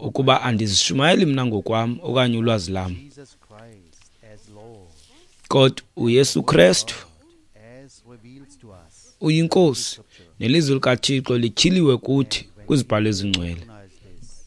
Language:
Xhosa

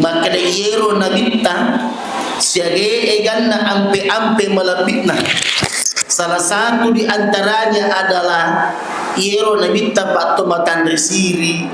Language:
Buginese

